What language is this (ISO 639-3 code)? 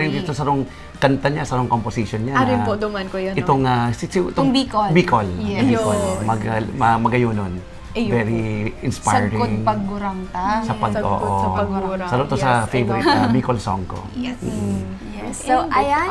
bik